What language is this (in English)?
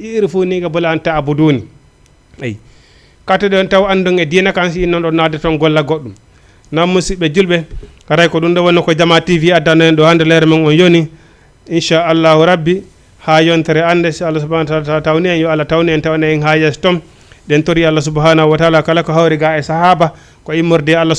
Fula